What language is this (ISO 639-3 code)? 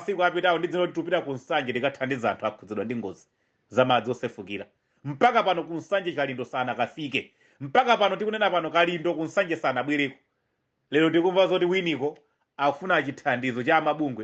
nya